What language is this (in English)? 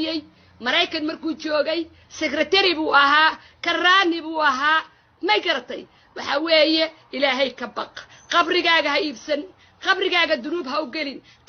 Somali